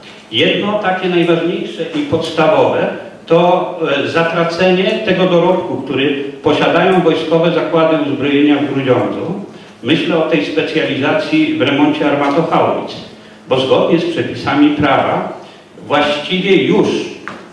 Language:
Polish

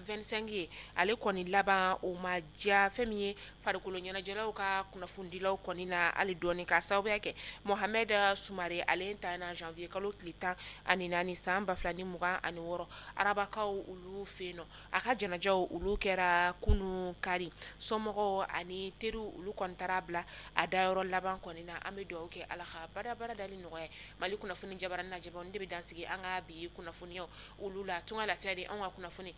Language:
Bambara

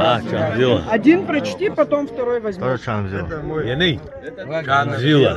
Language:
Abkhazian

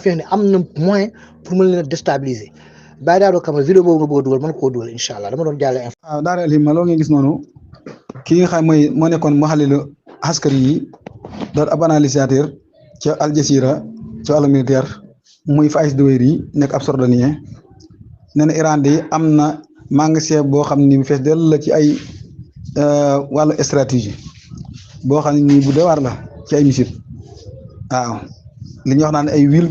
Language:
Wolof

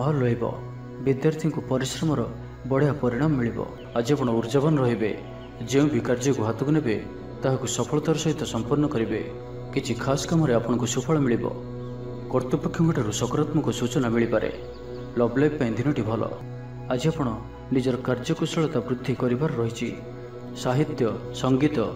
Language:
Odia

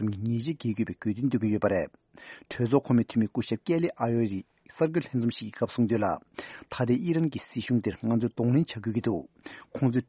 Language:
Tibetan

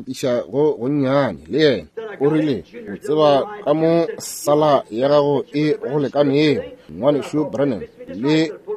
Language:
Northern Sotho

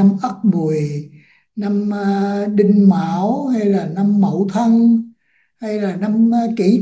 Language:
Vietnamese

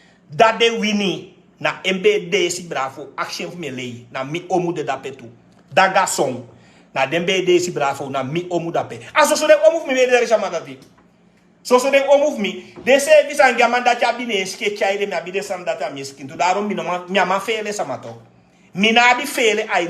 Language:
Sranan Tongo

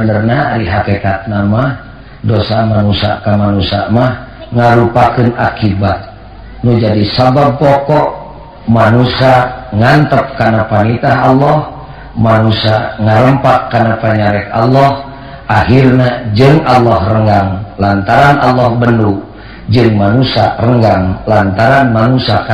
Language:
Sundanese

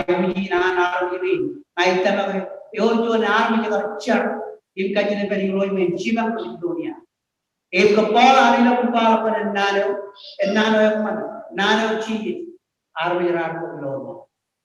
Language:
Marshallese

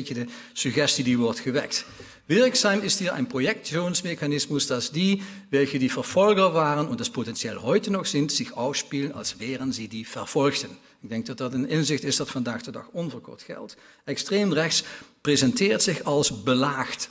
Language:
Dutch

